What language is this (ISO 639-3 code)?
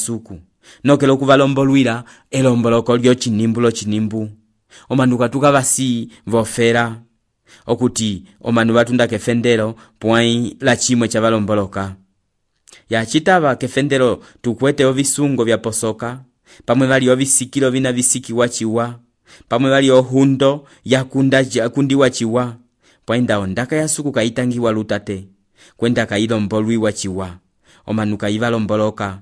umb